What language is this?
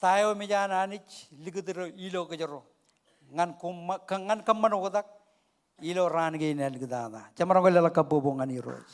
Marshallese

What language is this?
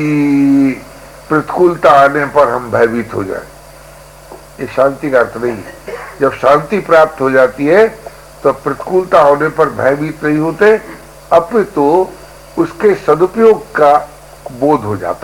Hindi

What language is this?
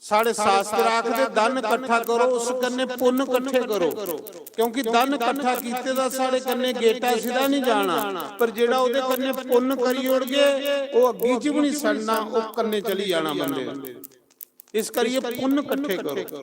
Dogri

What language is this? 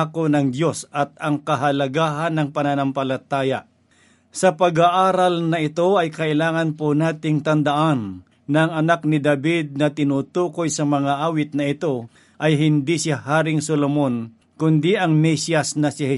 Filipino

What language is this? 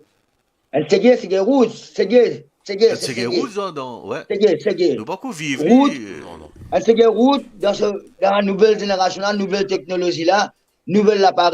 Morisyen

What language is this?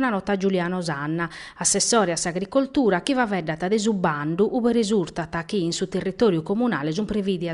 Sardinian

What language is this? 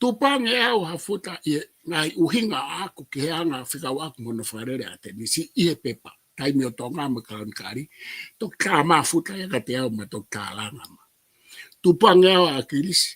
Tongan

